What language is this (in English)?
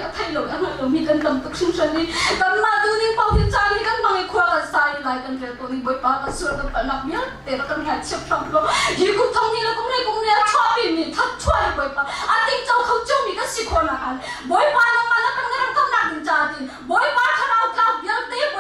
Hakha Chin